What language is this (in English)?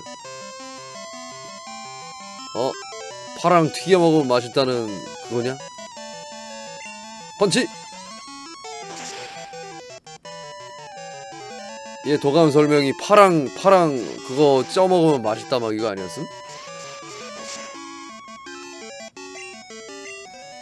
Korean